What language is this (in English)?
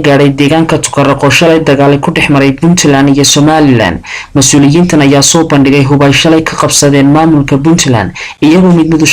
Somali